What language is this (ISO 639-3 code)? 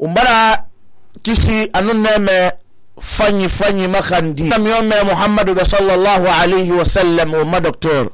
sus